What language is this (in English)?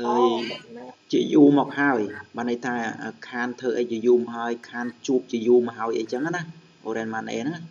Khmer